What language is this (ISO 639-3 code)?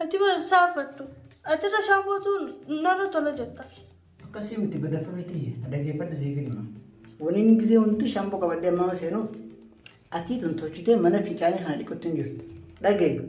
orm